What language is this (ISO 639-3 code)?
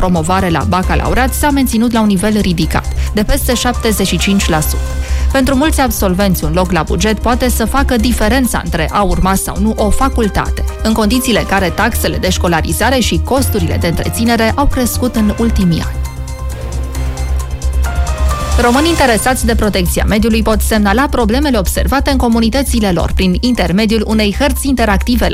ron